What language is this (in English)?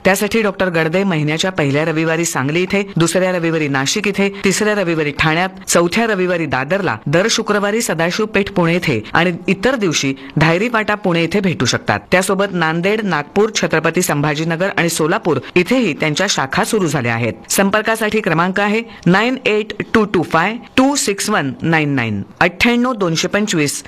Marathi